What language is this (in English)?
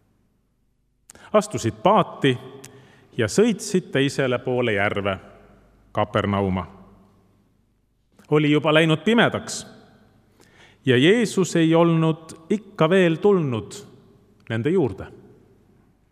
Estonian